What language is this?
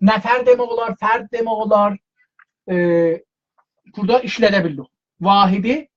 South Azerbaijani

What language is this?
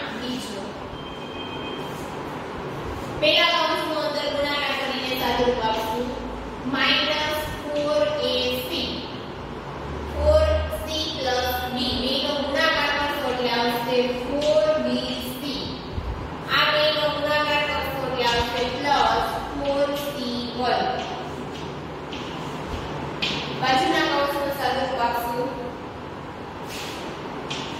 Gujarati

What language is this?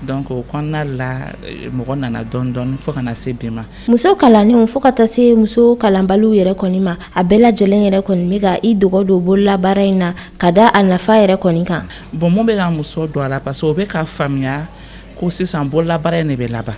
Bambara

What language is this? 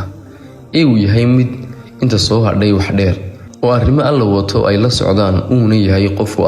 Somali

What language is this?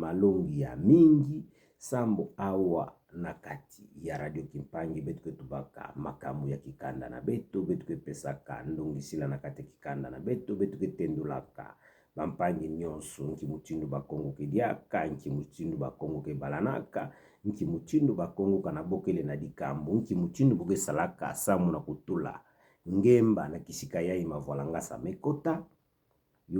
Kituba (Democratic Republic of Congo)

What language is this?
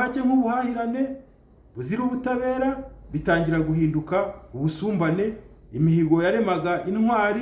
Kinyarwanda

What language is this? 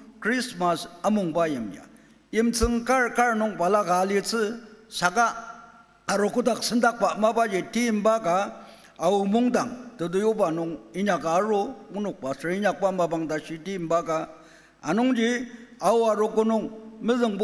Ao Naga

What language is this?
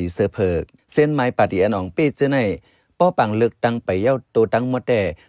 Shan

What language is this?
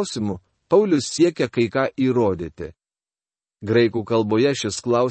Lithuanian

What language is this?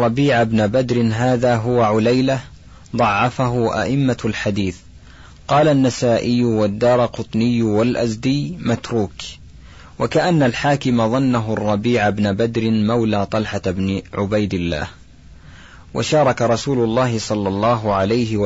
Arabic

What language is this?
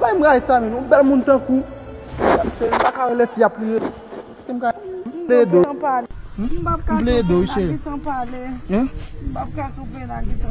Haitian Creole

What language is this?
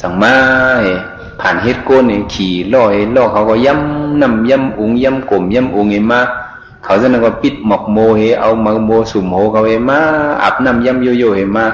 Shan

